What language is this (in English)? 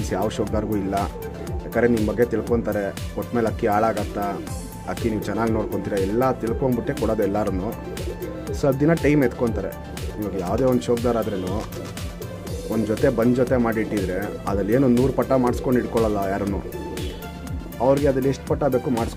Kannada